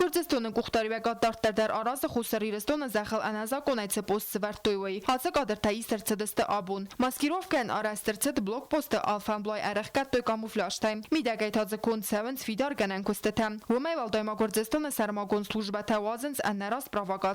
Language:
Ossetic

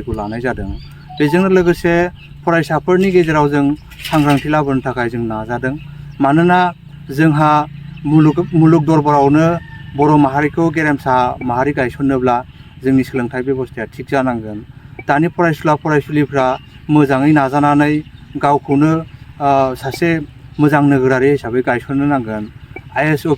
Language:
Bodo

